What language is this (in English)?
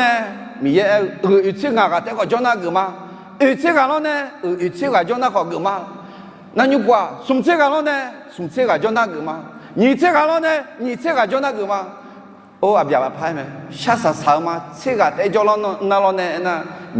Akha